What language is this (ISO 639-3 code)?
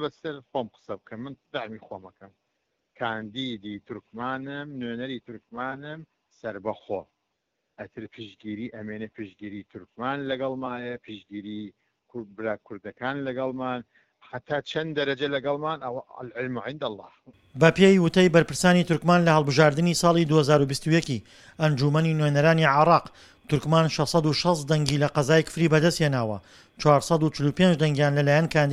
ckb